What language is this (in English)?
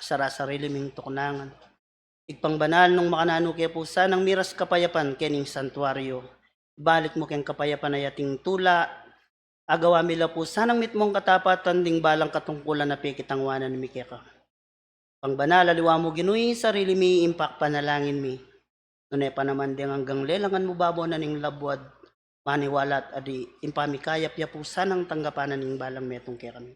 Pampanga